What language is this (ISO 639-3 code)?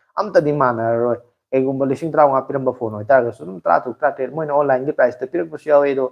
mni